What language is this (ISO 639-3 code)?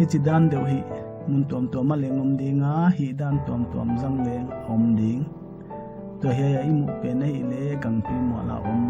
pck